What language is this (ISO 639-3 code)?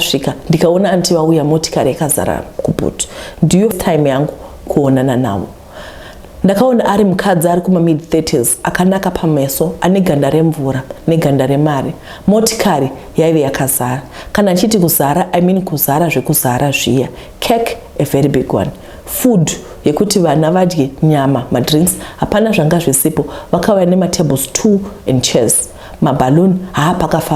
sna